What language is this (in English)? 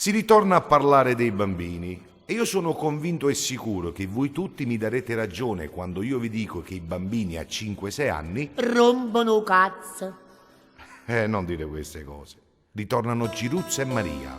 Neapolitan